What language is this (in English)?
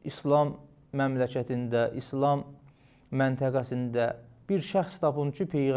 Azerbaijani